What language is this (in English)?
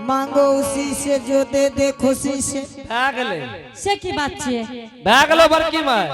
Angika